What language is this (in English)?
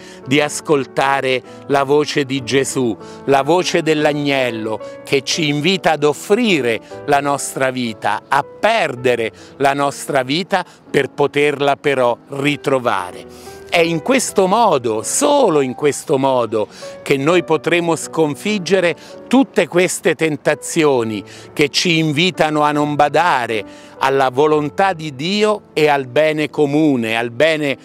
Italian